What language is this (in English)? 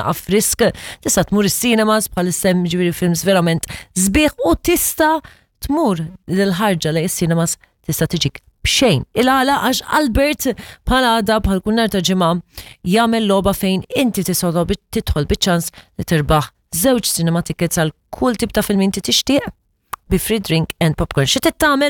Maltese